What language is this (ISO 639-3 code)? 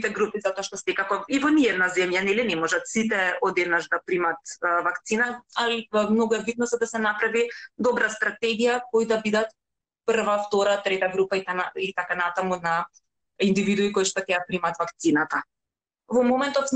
mkd